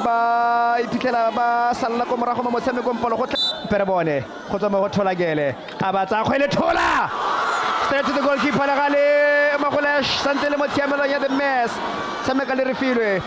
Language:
Tswana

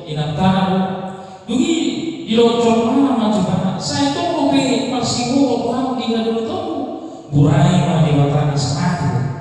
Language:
Batak Toba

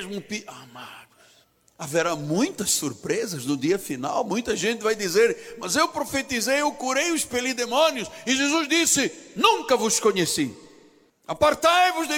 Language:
Portuguese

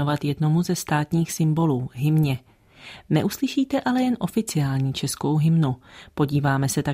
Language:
Czech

